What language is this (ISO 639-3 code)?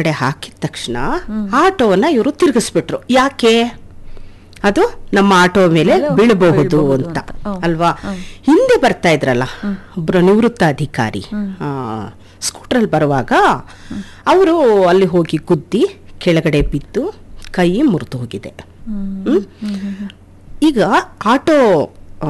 kan